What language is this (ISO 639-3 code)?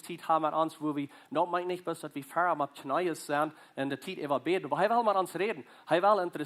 pdt